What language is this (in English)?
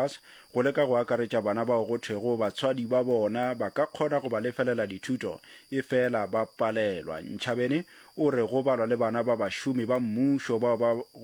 Northern Sotho